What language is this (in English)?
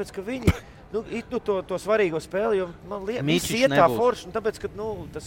Latvian